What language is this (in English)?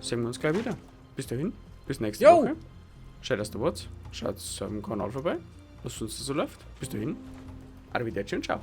Bavarian